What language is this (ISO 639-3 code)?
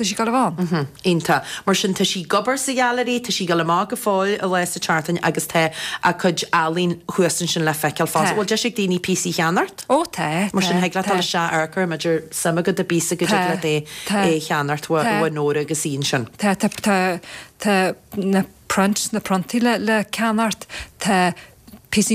gle